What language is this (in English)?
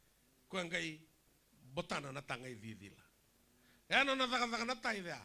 Fijian